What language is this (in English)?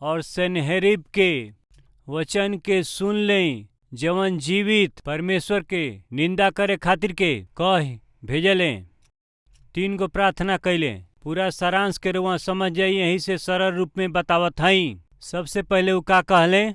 Bhojpuri